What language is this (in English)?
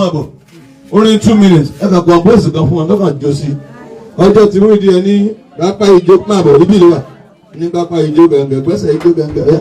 Yoruba